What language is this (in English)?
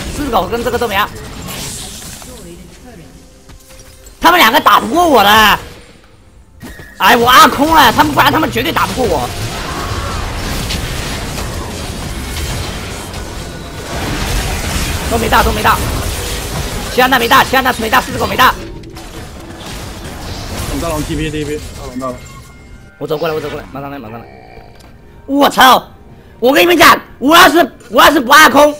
Chinese